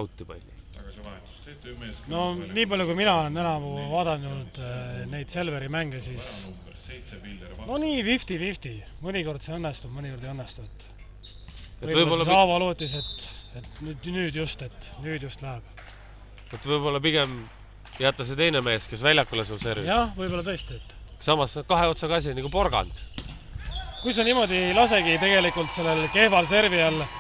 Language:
Estonian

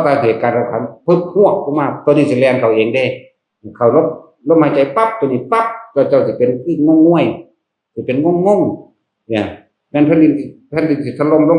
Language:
Northeastern Thai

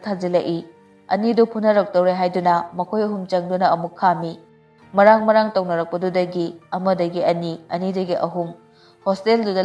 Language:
Manipuri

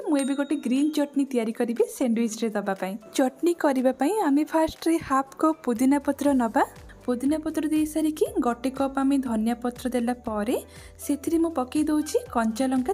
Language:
Odia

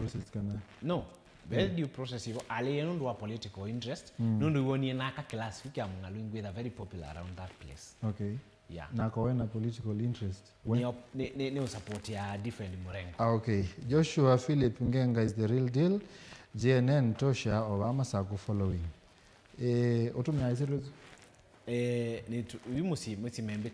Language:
Kamba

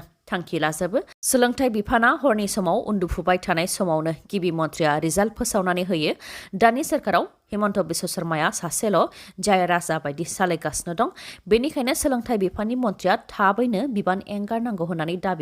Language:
Bodo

